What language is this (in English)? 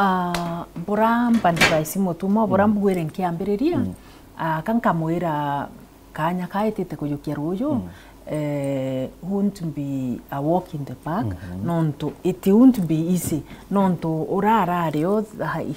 Meru